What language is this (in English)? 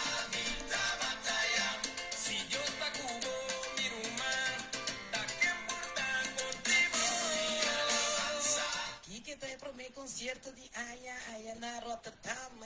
Papiamento